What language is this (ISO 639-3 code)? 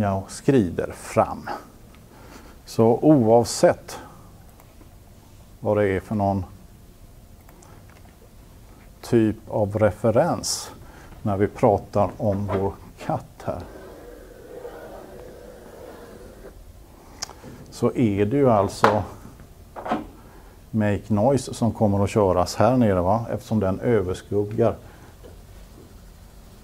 swe